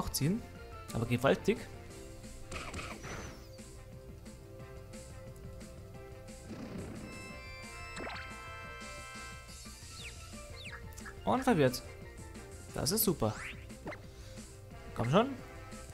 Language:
German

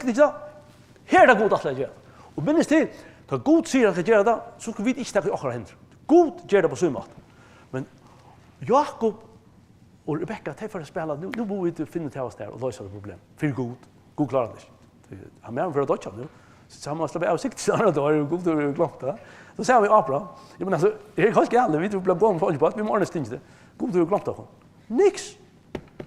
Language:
Faroese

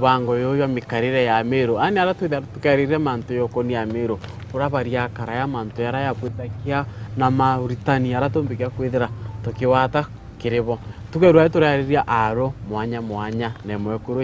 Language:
Meru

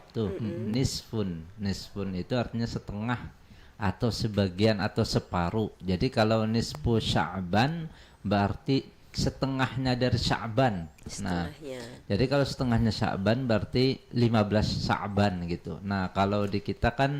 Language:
Banjar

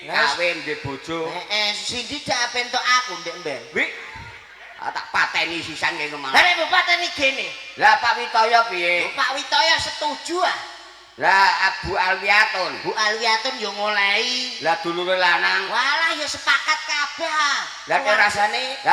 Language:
Javanese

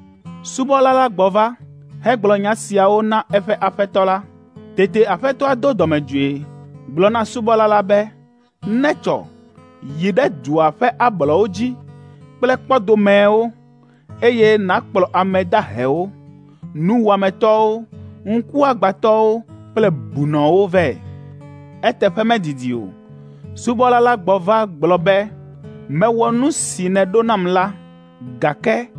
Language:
Ewe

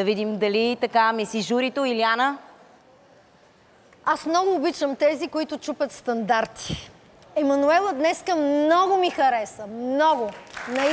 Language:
Bulgarian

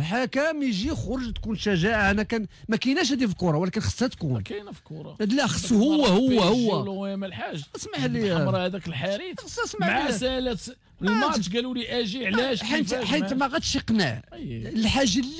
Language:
Moroccan Arabic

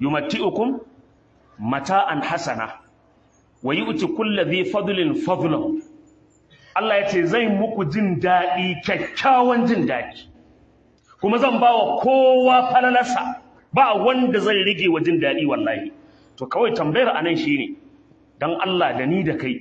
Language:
Hausa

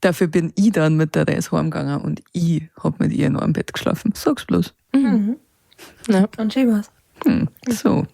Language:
Bavarian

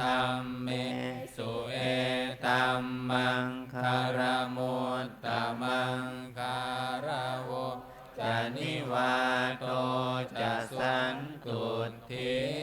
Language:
Pali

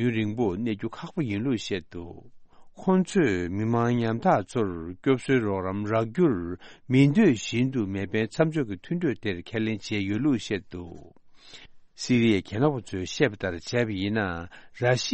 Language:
Tibetan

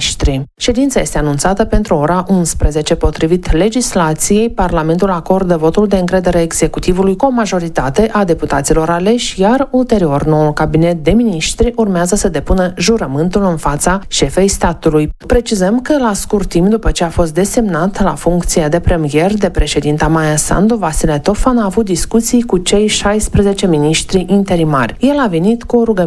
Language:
Romanian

